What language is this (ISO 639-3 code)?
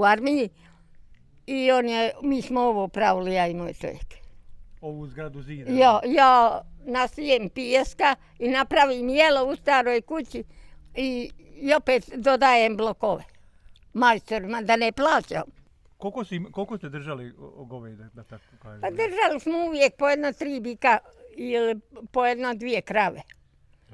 bos